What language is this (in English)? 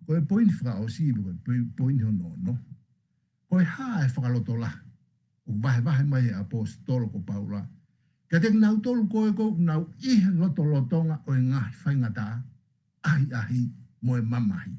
Tongan